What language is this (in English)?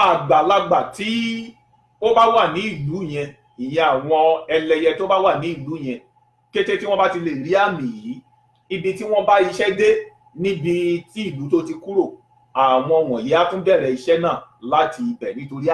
Yoruba